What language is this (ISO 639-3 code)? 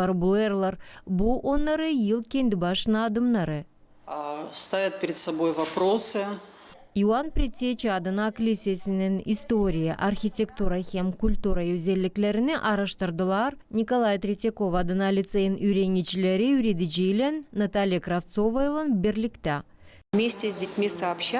gag